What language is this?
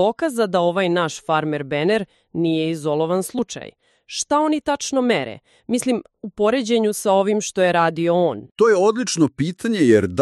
Serbian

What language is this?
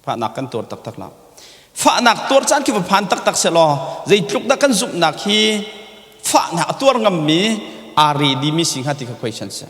Hakha Chin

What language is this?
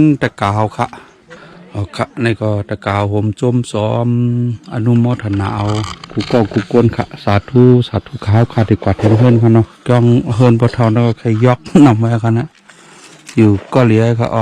Shan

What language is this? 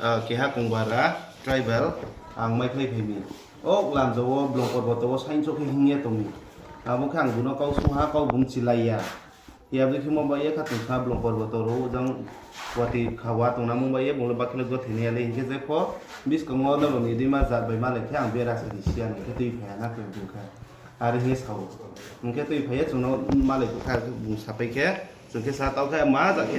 Riang (India)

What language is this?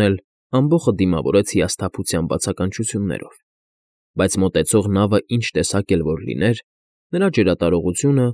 Armenian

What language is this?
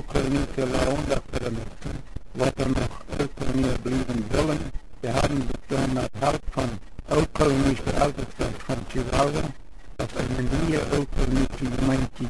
Plautdietsch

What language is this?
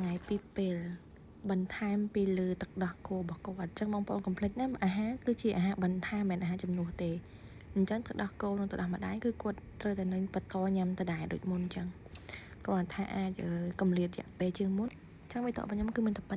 Khmer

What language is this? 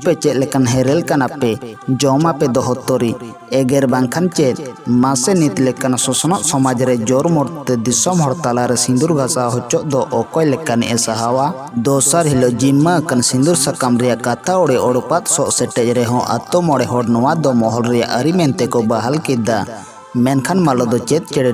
Santali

